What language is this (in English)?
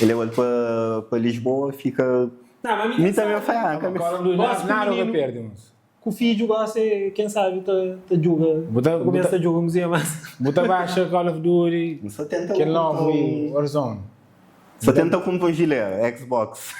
Kabuverdianu